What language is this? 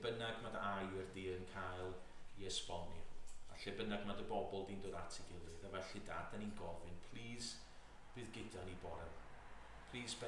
Welsh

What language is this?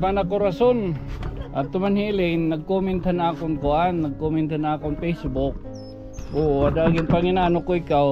Waray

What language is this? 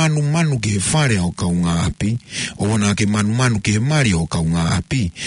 Tongan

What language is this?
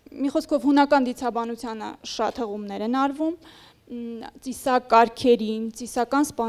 Armenian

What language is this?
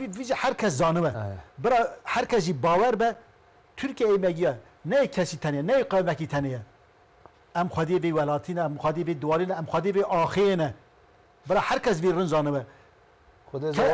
Zaza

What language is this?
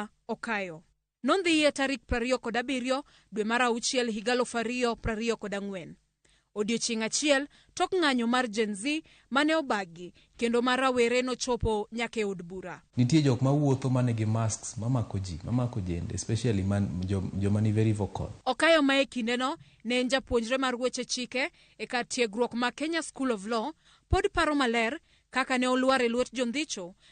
Luo (Kenya and Tanzania)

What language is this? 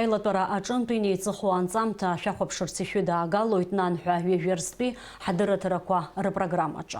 Abkhazian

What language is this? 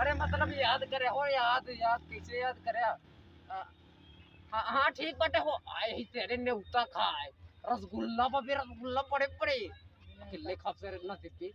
Awadhi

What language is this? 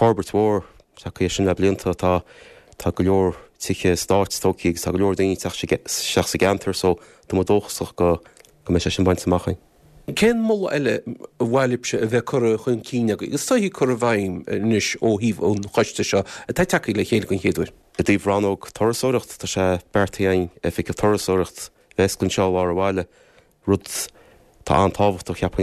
Irish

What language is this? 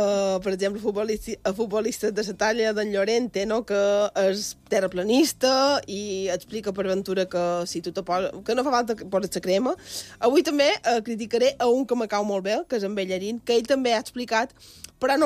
Catalan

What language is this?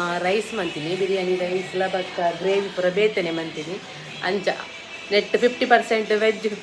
Tulu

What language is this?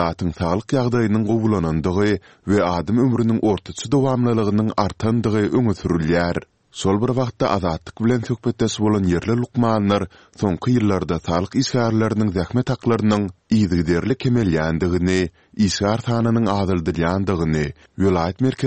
Turkmen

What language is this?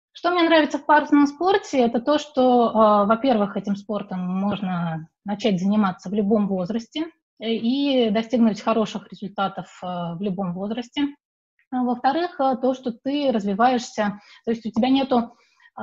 Russian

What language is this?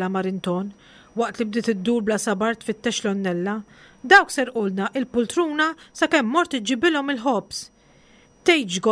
Maltese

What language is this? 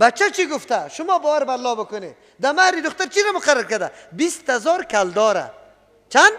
Persian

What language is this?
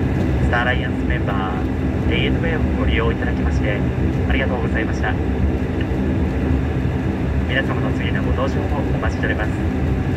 Japanese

